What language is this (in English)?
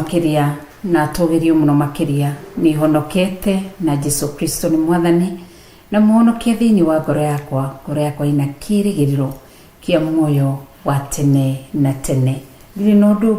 Kikuyu